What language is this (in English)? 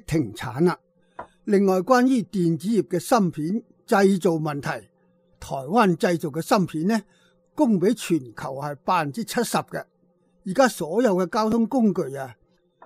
Cantonese